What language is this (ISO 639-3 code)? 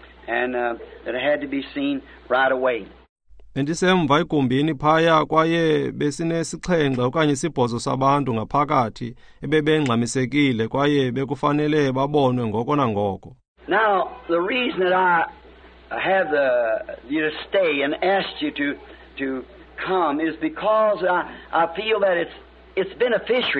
xho